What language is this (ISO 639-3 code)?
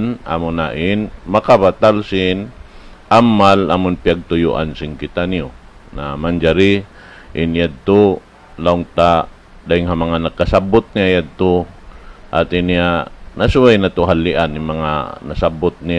tsg